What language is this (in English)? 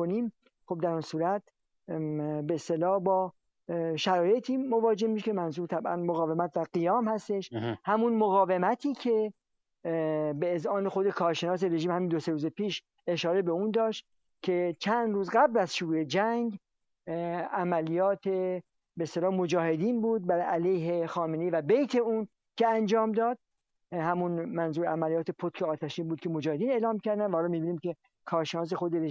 Persian